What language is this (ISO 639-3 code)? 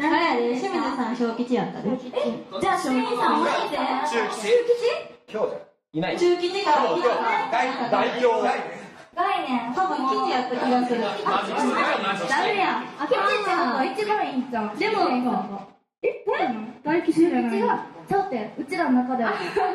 jpn